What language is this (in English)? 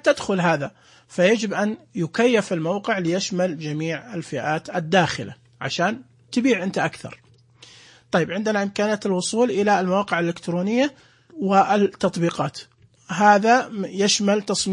Najdi Arabic